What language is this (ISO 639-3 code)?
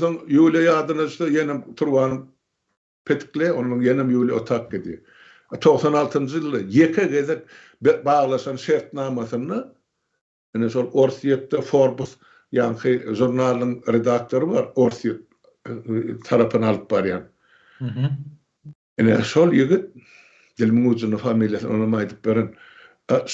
tuk